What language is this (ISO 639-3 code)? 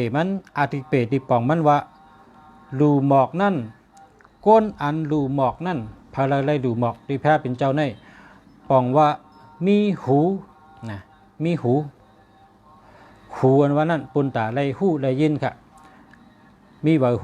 shn